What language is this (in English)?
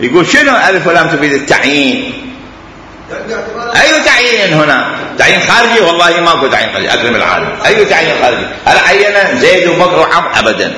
Mesopotamian Arabic